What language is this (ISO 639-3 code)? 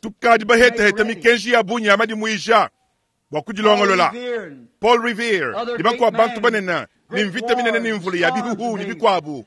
lua